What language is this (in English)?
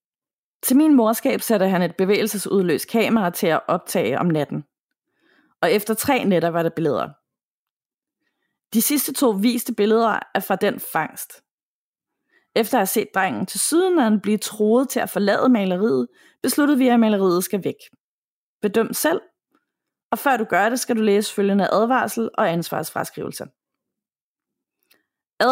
Danish